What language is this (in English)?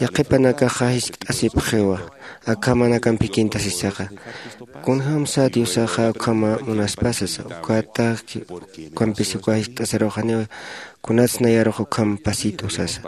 Aymara